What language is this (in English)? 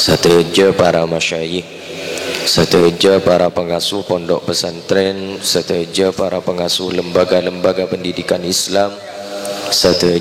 Madurese